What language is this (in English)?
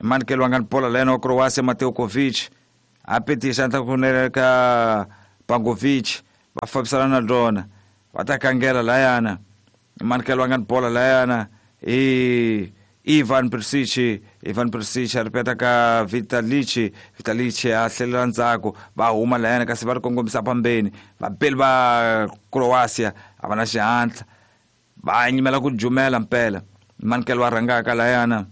Tsonga